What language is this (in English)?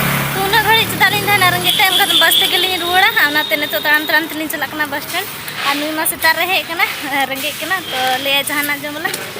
Santali